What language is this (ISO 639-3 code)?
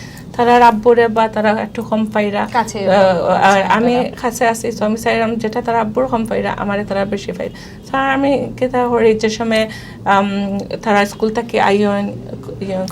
syl